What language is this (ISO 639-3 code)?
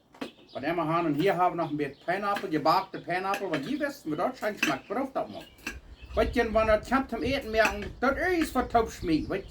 pdt